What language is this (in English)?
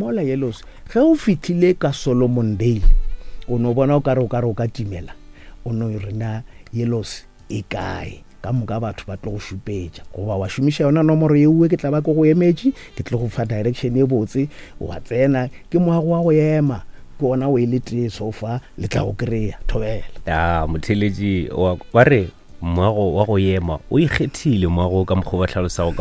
Northern Sotho